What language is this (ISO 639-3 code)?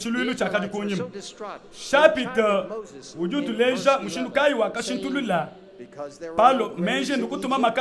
lua